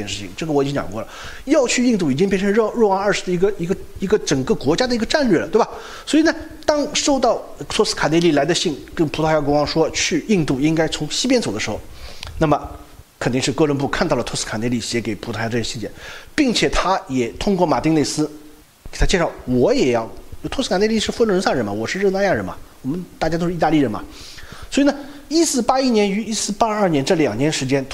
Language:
Chinese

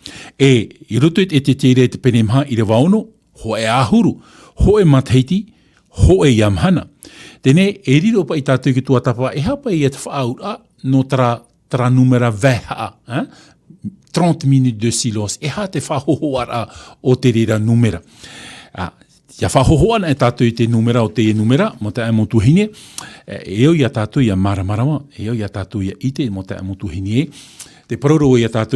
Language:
Tahitian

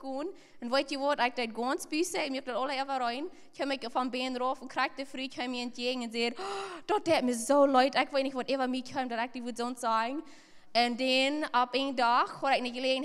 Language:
Plautdietsch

